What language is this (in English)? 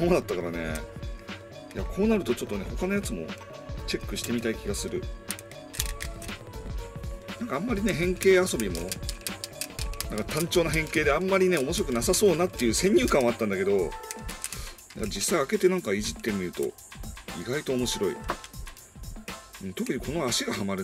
Japanese